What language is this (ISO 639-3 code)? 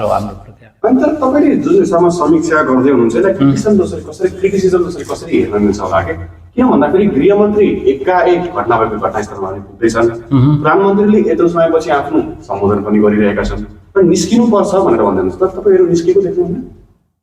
nep